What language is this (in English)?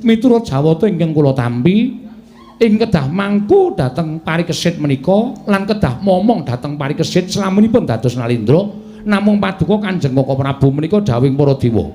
Javanese